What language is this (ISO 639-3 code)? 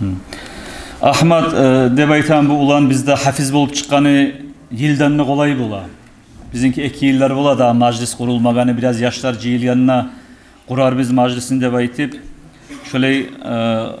kum